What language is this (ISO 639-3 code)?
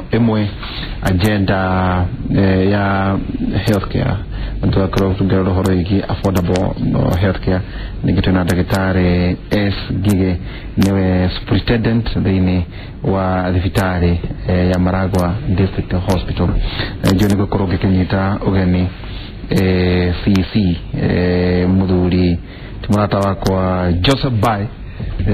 kik